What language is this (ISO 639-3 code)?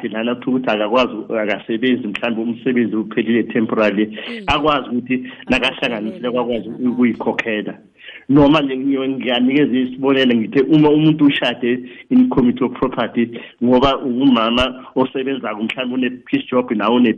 nbl